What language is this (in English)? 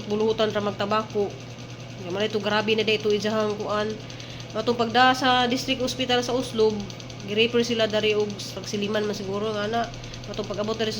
Cebuano